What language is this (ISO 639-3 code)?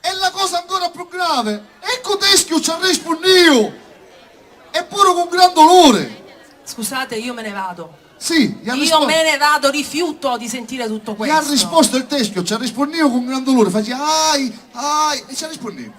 scn